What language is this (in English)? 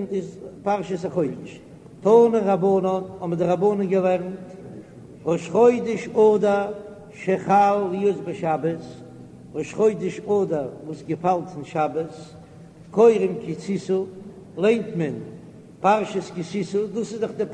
Yiddish